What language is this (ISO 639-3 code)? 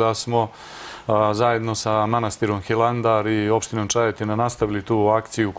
srp